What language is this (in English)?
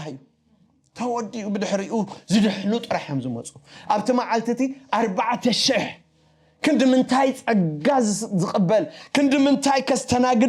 Tigrinya